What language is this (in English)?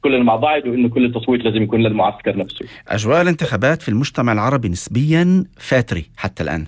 North Levantine Arabic